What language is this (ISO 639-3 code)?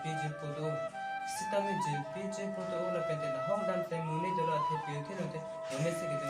mjw